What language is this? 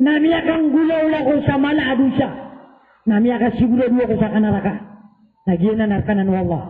Maranao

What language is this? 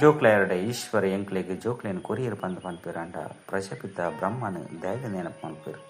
Tulu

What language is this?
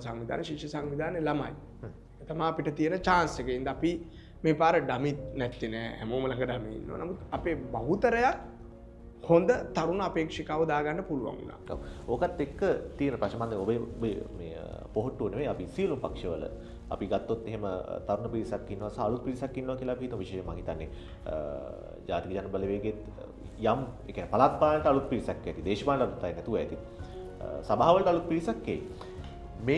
Sinhala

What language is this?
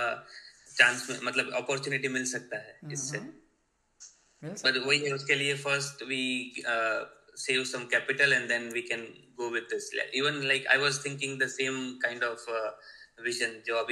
Hindi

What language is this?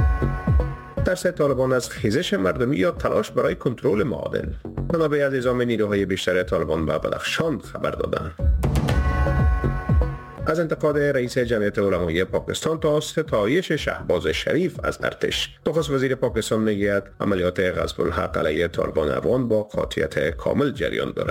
Persian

